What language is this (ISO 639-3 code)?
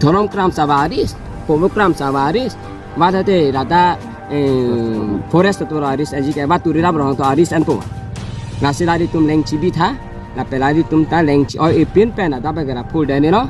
mjw